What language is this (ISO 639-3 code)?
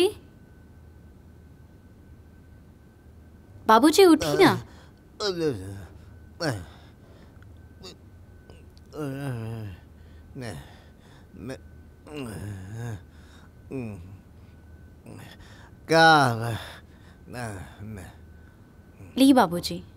bho